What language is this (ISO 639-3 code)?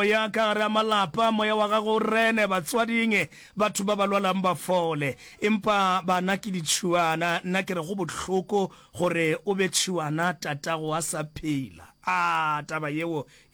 nso